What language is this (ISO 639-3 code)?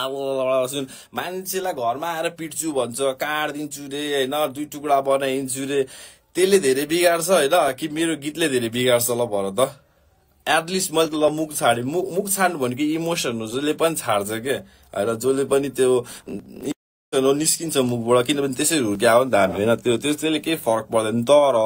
nep